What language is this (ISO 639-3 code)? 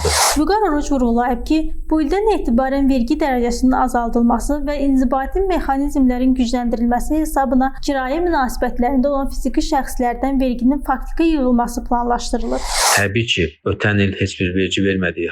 aze